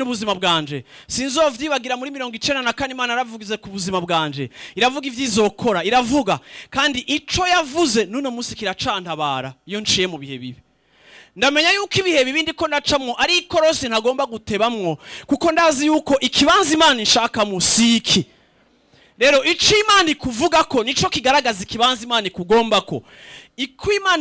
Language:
Rundi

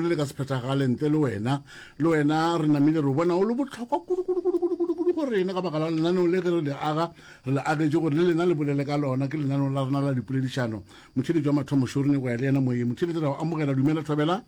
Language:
Northern Sotho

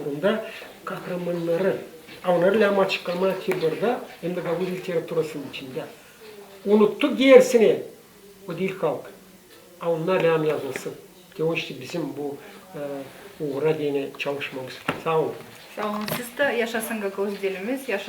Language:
Gagauz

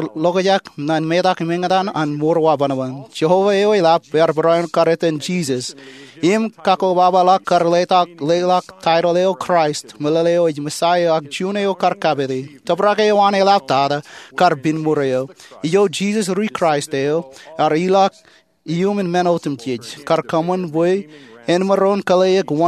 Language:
Marshallese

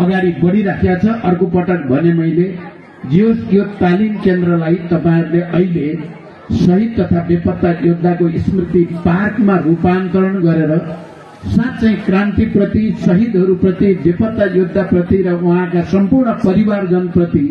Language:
Nepali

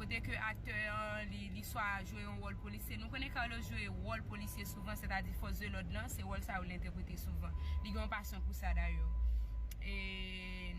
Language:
Haitian Creole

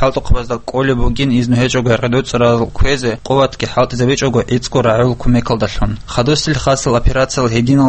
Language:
Avaric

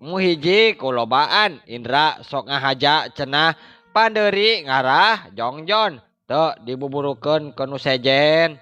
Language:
Sundanese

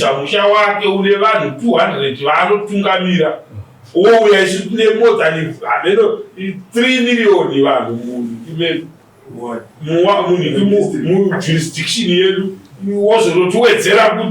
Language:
Shona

